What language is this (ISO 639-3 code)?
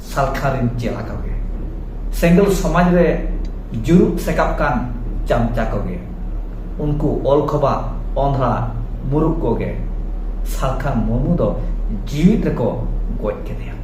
sat